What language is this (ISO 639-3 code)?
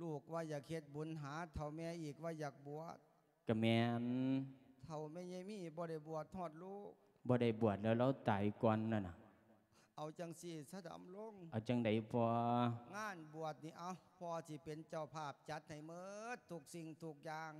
lao